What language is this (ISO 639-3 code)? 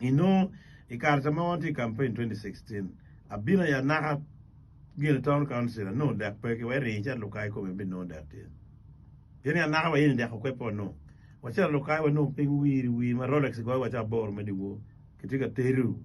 ach